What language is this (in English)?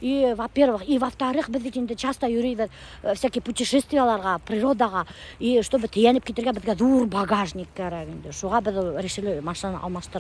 Bashkir